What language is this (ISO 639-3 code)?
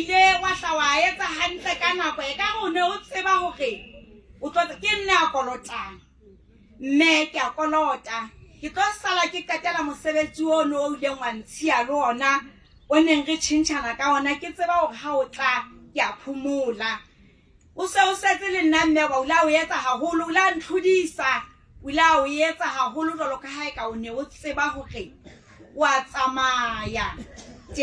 sot